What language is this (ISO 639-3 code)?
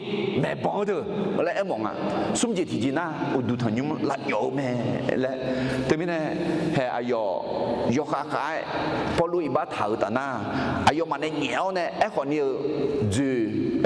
ahk